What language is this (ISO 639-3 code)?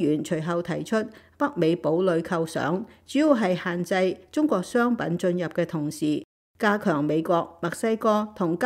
yue